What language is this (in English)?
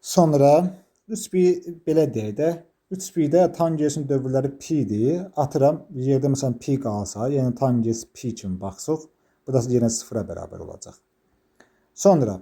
Azerbaijani